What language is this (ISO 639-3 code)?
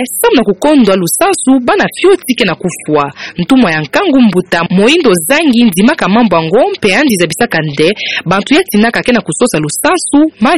ktu